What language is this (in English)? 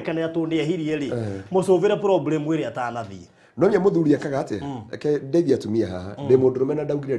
Kikuyu